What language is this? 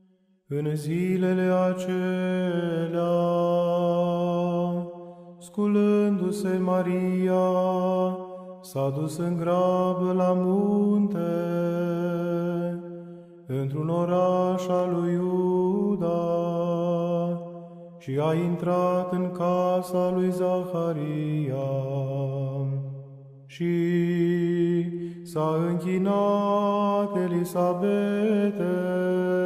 Romanian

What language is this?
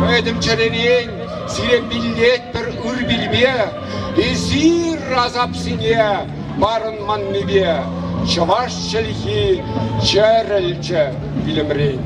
Chuvash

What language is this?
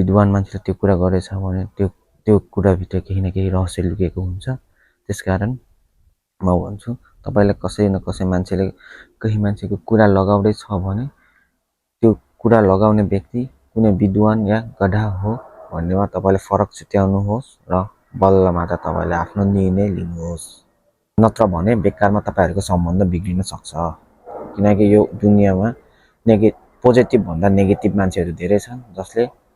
Nepali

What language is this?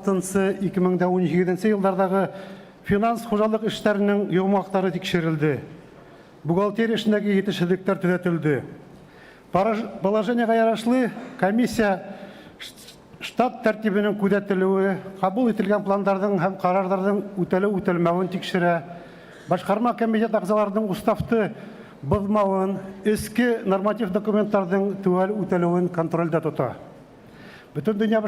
Bashkir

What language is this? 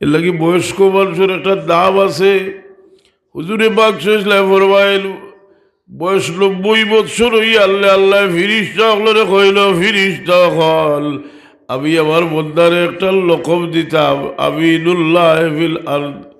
Sylheti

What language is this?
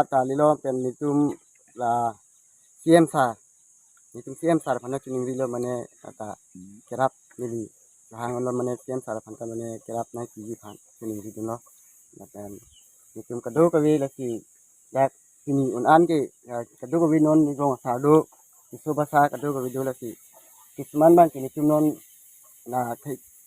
Karbi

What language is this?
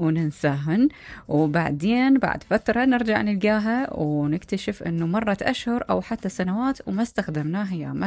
Mesopotamian Arabic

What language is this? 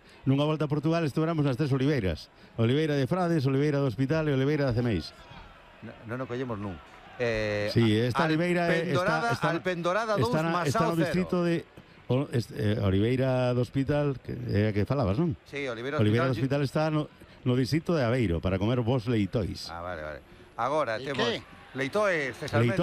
Galician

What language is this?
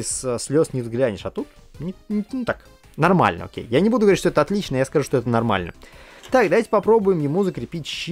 Russian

